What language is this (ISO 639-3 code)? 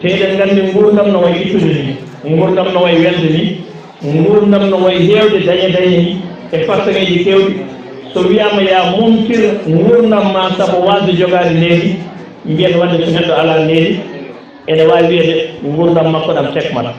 ful